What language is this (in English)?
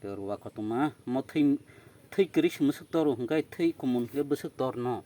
Kok Borok